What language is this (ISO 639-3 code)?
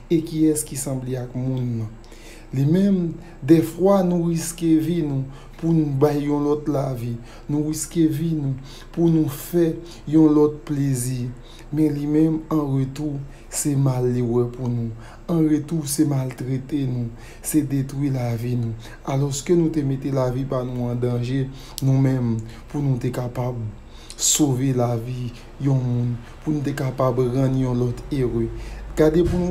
hat